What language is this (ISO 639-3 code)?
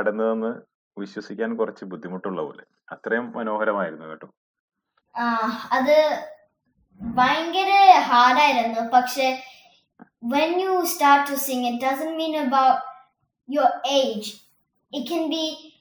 mal